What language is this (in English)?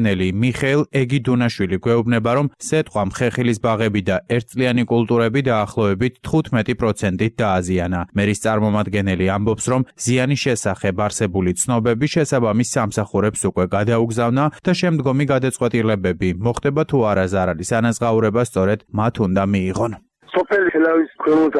Georgian